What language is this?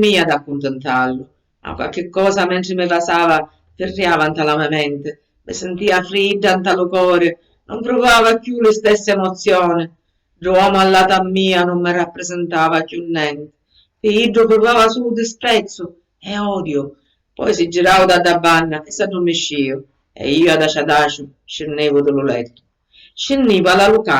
Sicilian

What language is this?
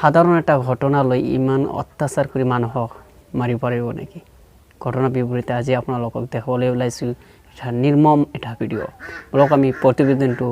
Assamese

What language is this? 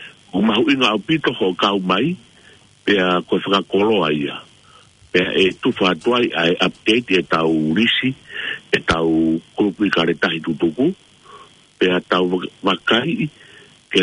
Tongan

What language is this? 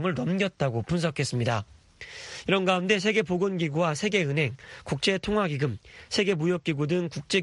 Korean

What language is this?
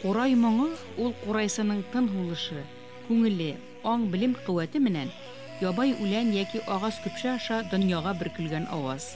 Bashkir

